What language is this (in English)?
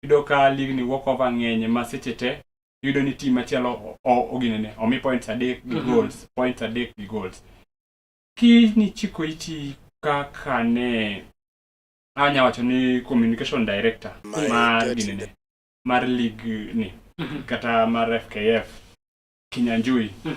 Luo (Kenya and Tanzania)